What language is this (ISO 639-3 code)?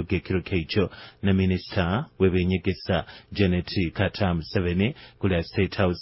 nyo